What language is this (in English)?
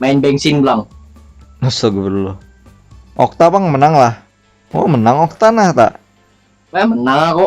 Banjar